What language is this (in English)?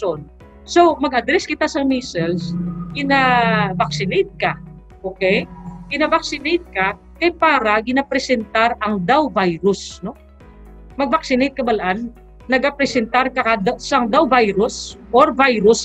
Hiligaynon